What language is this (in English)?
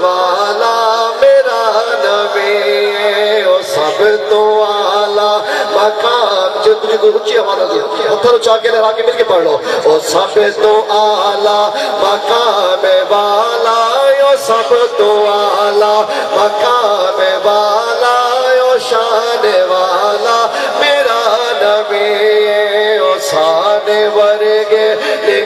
Saraiki